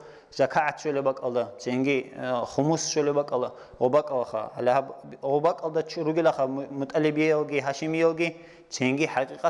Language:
Avaric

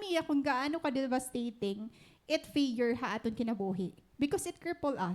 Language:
Waray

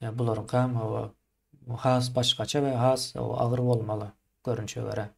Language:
Turkmen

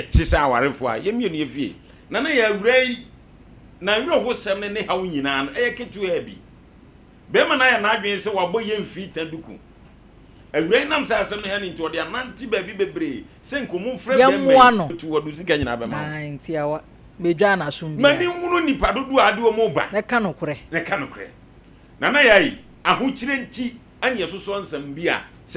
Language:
Akan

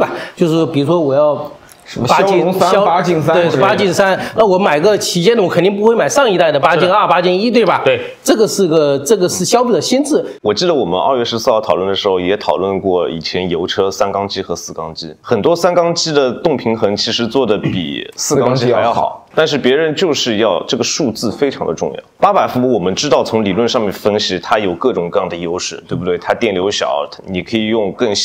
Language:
Chinese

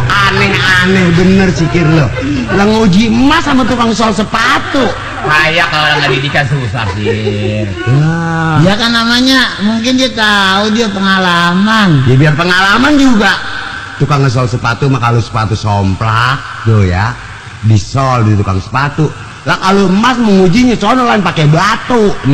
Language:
Betawi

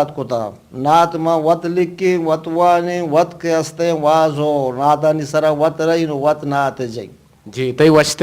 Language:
Eastern Balochi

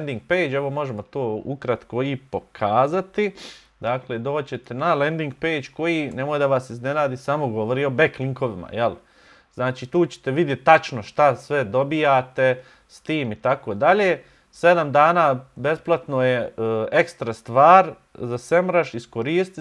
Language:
Bosnian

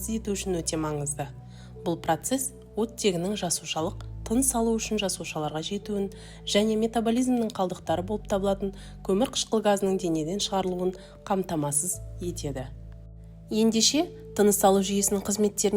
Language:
Kazakh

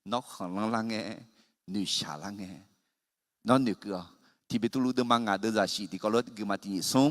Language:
Akha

